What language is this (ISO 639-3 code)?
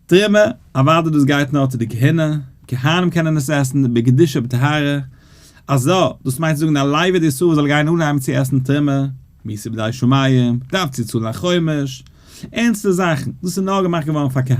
yid